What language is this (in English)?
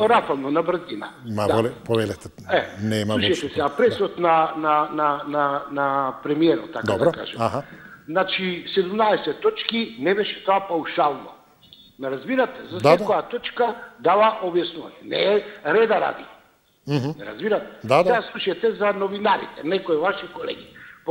Macedonian